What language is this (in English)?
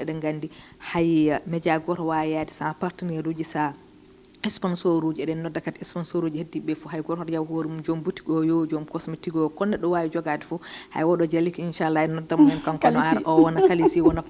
Fula